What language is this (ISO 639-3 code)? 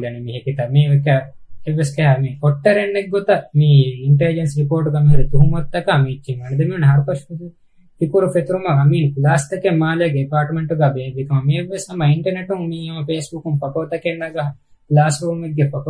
div